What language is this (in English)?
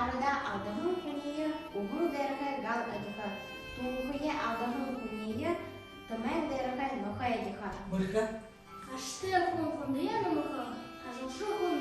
Buriat